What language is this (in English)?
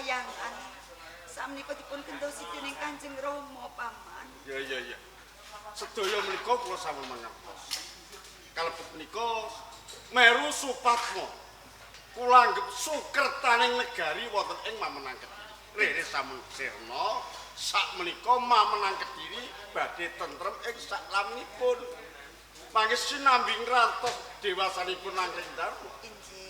Javanese